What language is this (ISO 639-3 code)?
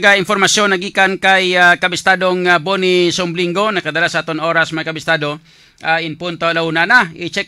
hil